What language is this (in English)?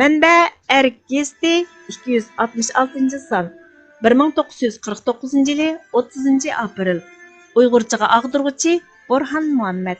Uyghur